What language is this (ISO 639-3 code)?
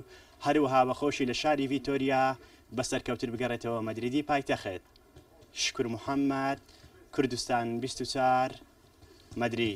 ckb